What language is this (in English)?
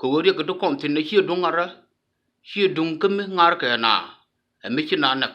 Nuer